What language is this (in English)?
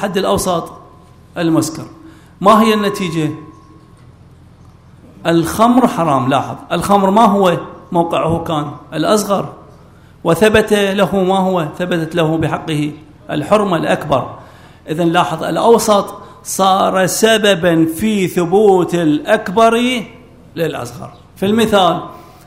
Arabic